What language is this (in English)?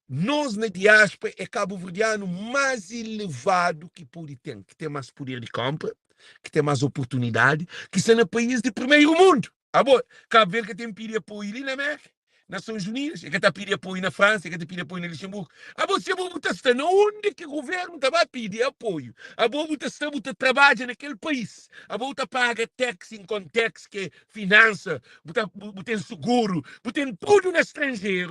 Kabuverdianu